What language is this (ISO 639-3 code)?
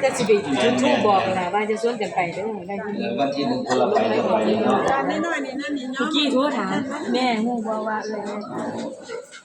lao